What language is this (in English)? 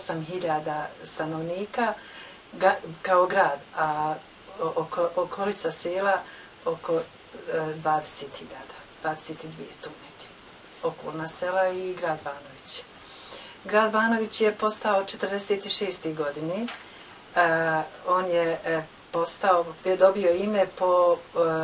Bosnian